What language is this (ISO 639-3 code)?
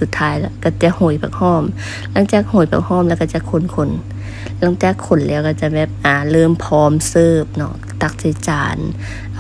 lao